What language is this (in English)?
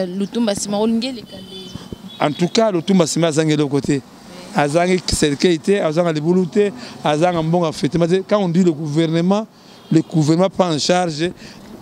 Lingala